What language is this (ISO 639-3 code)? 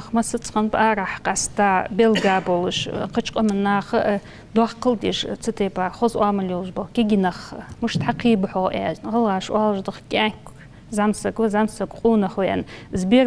inh